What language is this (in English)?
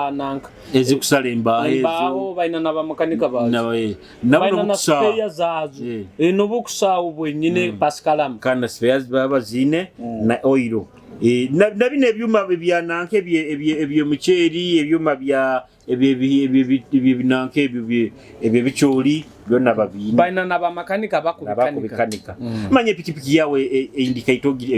Nyoro